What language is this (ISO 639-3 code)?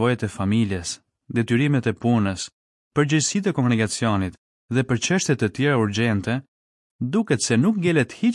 sqi